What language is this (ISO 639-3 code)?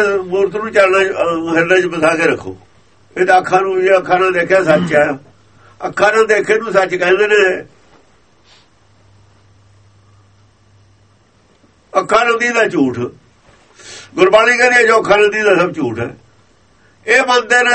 pan